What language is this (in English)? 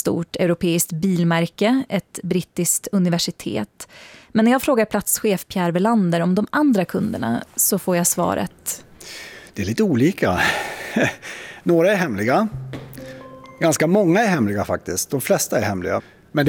Swedish